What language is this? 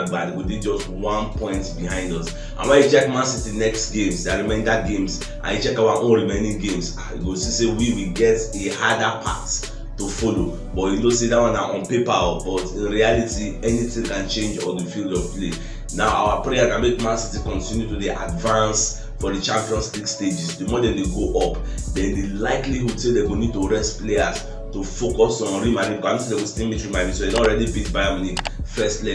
Nigerian Pidgin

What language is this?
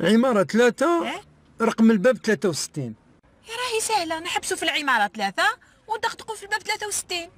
Algerian Arabic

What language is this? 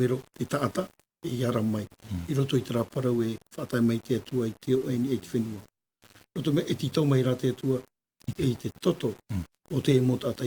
Tahitian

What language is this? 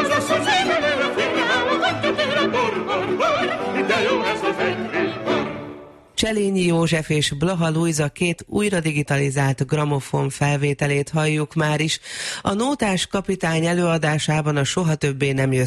Hungarian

